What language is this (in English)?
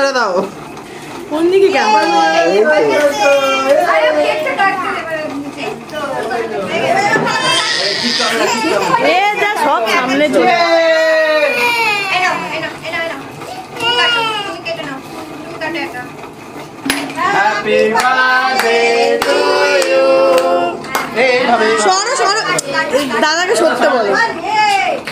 Bangla